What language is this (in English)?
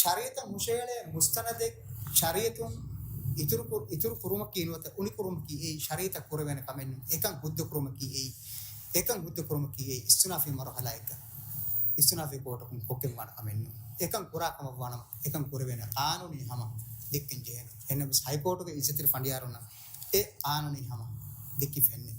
Divehi